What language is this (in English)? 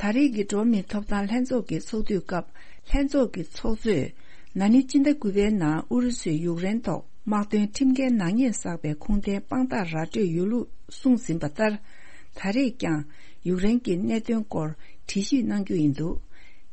Tibetan